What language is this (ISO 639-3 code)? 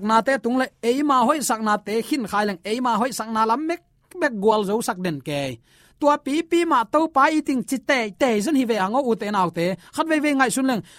ctd